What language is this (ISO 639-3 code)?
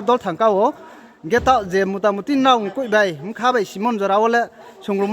ria